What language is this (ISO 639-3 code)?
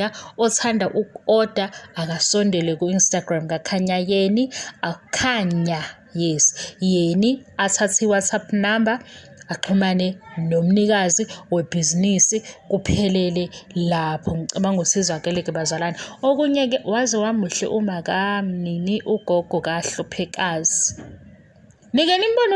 zul